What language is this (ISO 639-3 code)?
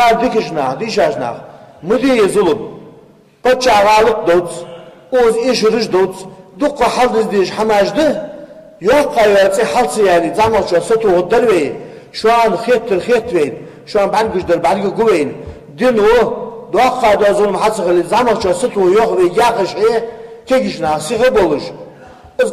inh